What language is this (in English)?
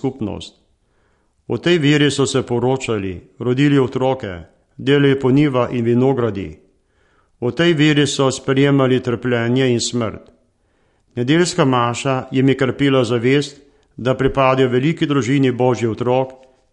Slovenian